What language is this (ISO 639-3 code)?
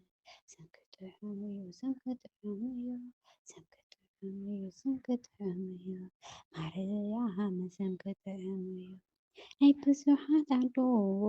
tir